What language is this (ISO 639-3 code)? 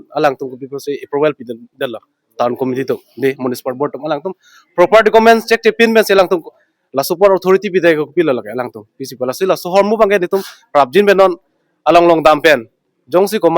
mjw